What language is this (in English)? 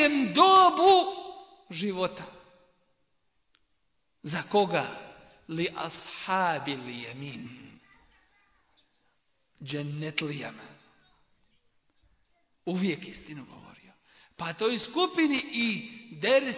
Bosnian